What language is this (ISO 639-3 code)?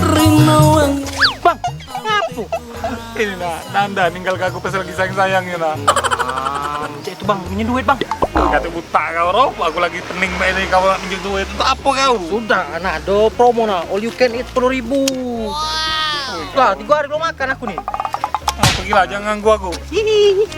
mui